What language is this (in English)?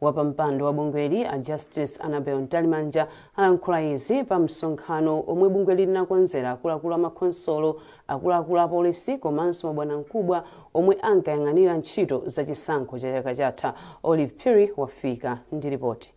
Nyanja